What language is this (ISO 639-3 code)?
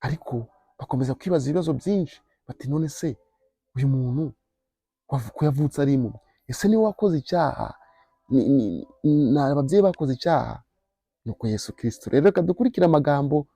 kin